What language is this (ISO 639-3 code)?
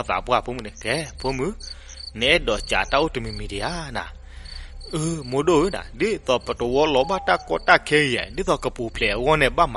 ksw